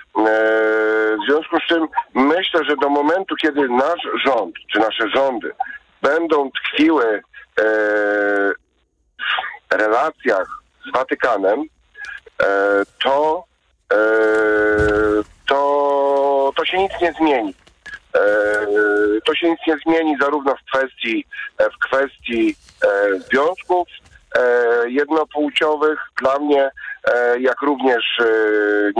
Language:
Polish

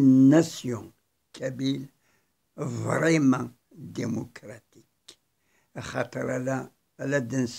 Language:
Kabyle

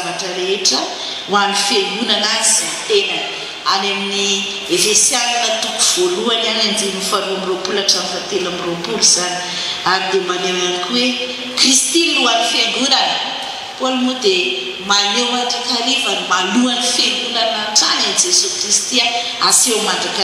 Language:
Malagasy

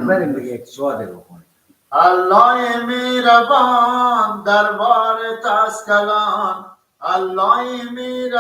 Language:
Persian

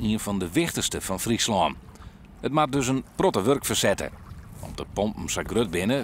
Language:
Western Frisian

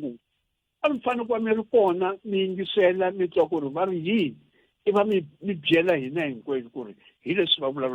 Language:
Tsonga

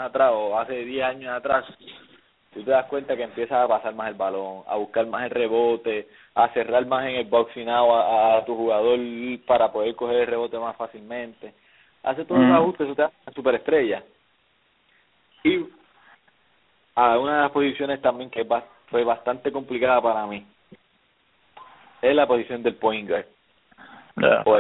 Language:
Spanish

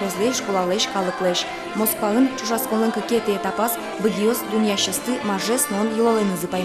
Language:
Udmurt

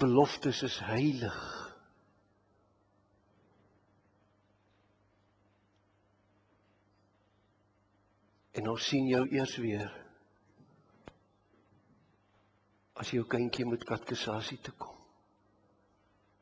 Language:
Afrikaans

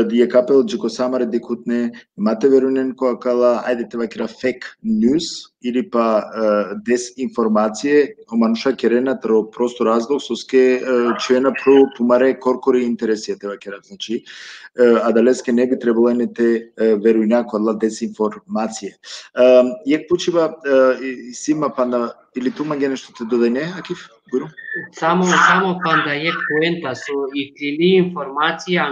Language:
Balkan Romani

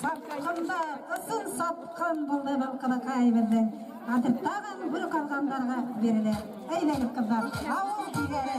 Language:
Bashkir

